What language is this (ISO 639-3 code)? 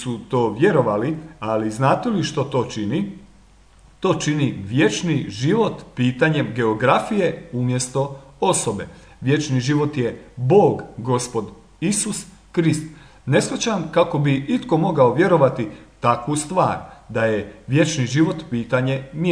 hrv